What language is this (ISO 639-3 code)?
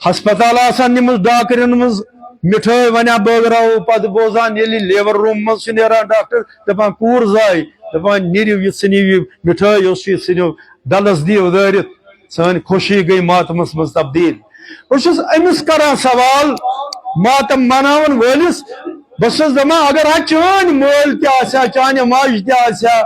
kas